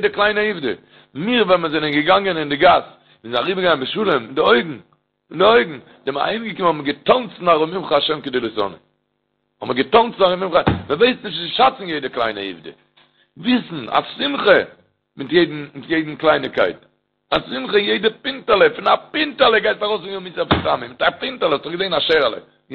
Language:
Yiddish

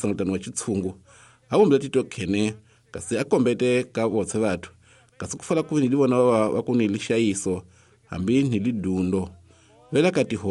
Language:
Tsonga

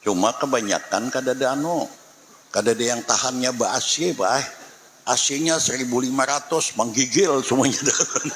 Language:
Banjar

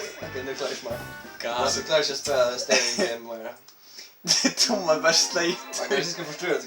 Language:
Faroese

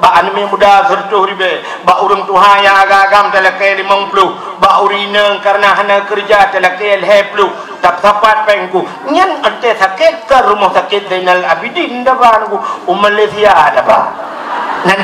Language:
Achinese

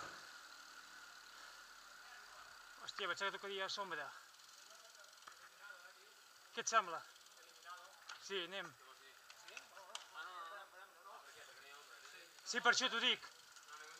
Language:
Catalan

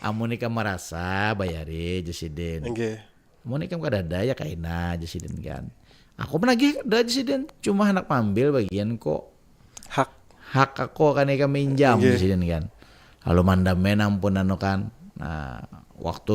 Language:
Banjar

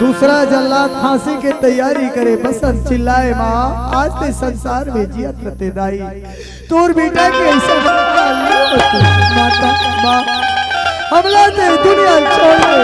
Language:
Chhattisgarhi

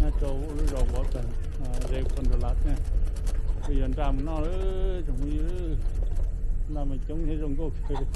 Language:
Hmong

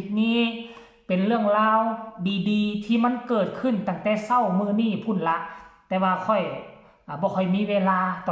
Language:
Northeastern Thai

